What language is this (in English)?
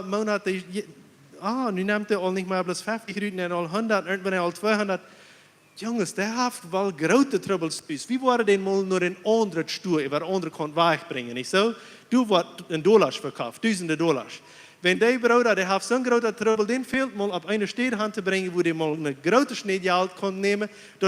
Plautdietsch